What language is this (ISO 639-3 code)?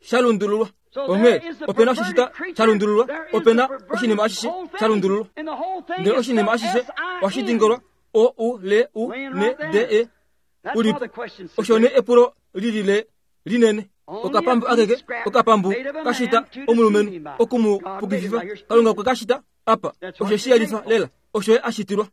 kua